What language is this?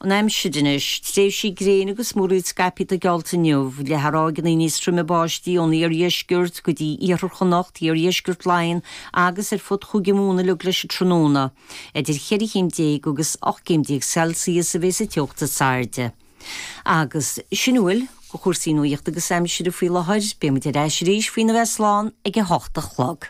Irish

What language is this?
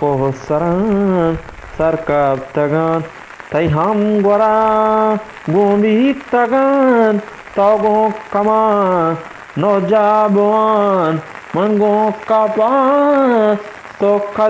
Eastern Balochi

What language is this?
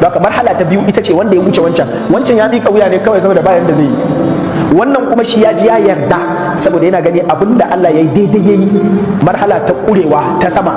Hausa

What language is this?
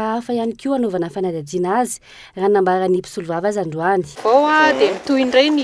Malagasy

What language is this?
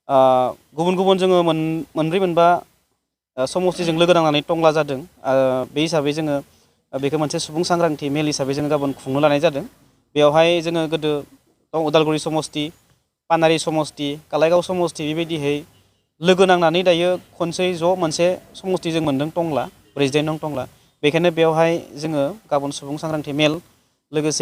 Bodo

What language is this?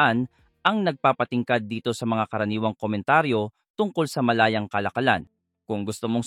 Filipino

